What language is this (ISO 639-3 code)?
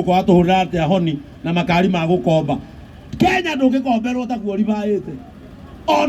kik